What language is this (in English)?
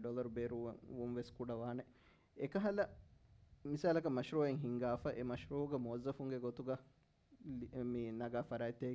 Divehi